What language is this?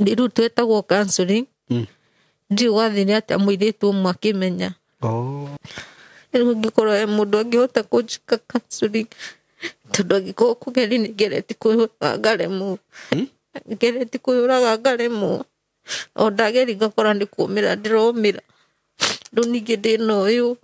Kikuyu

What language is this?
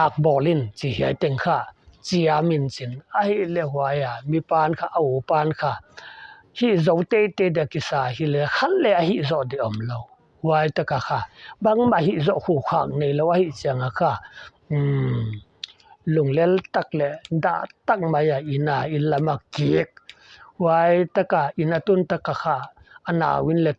Paite Chin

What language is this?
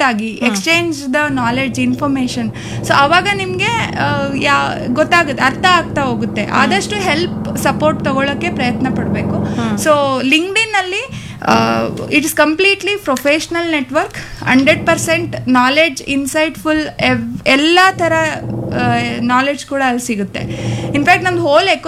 Kannada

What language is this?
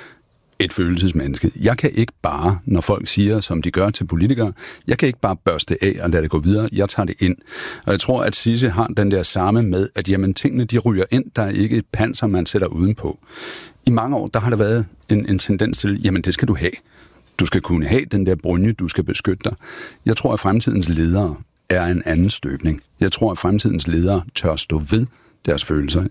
Danish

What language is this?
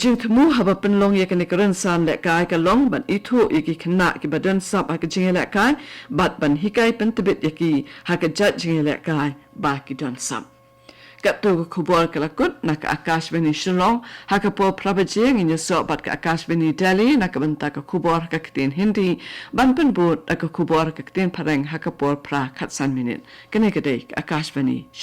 Khasi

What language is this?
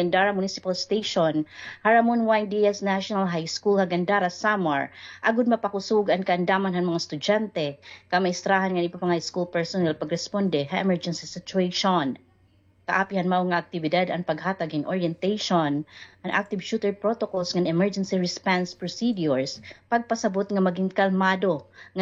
Waray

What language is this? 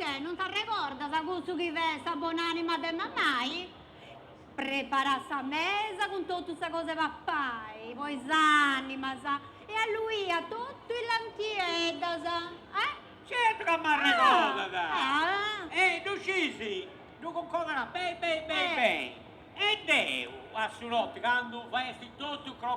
Sardinian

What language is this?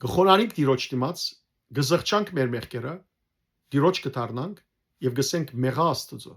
Western Armenian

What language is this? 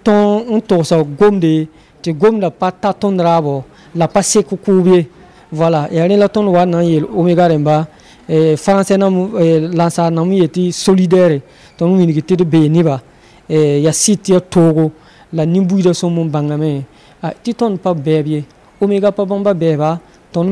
Mossi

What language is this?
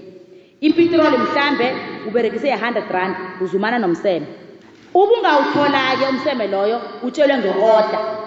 South Ndebele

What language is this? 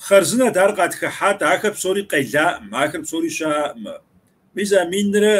Kabardian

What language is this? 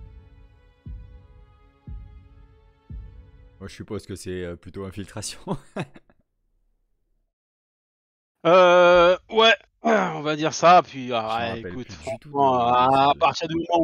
French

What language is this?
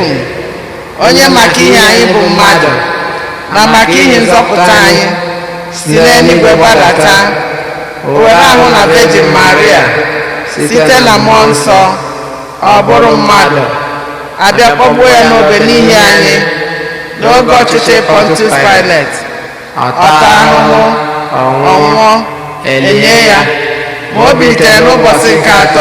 Igbo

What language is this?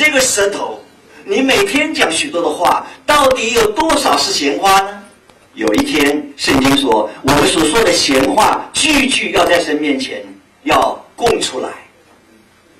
Chinese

